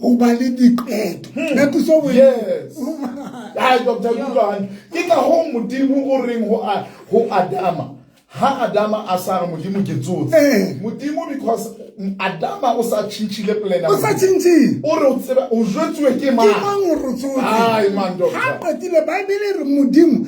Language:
Southern Sotho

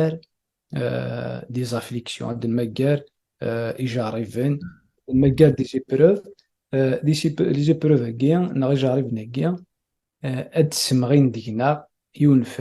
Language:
Kabyle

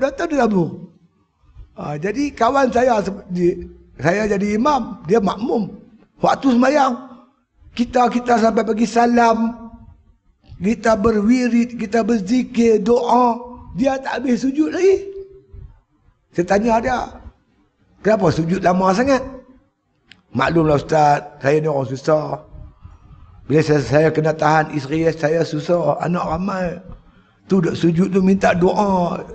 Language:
Malay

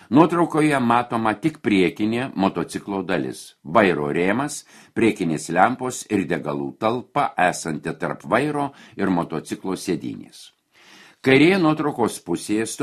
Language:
Lithuanian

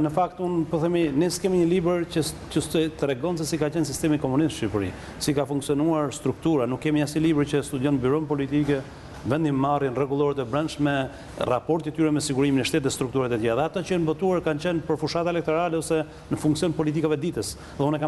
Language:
Albanian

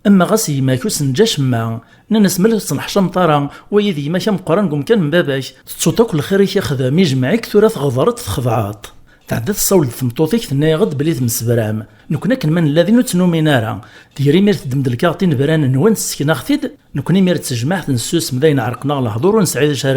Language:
Kabyle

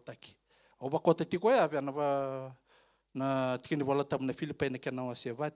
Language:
Fijian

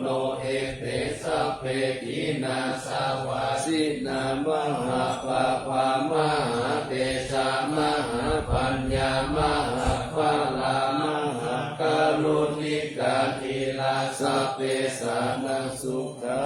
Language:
Pali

